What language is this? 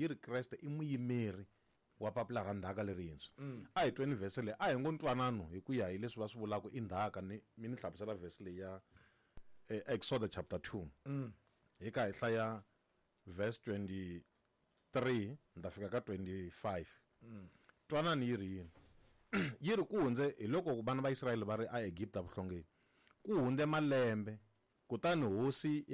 Tsonga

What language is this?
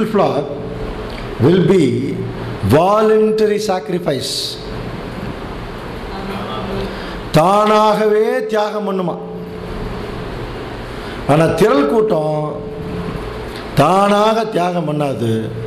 Tamil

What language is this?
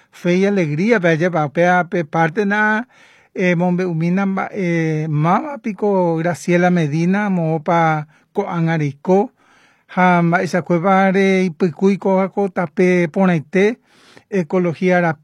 Guarani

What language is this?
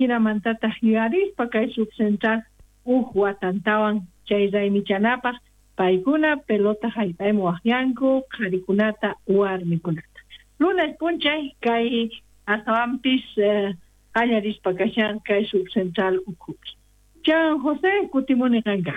South Bolivian Quechua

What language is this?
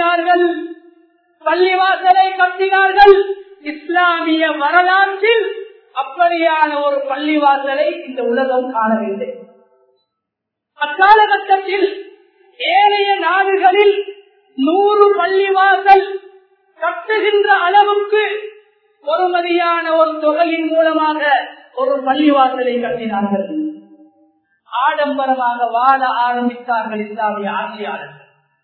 Tamil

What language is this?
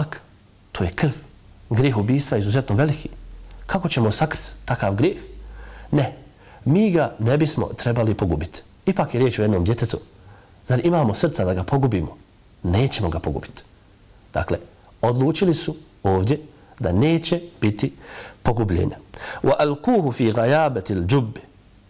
Bosnian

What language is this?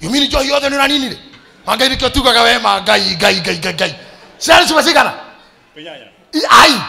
Kikuyu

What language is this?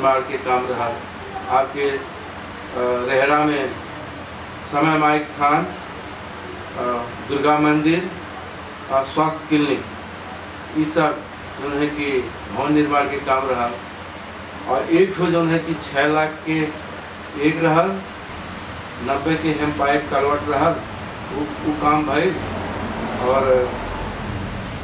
Bhojpuri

